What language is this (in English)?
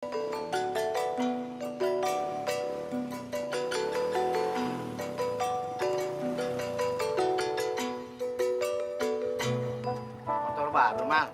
Betawi